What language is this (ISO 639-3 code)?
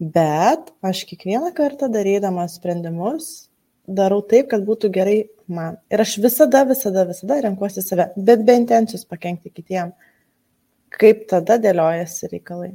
lit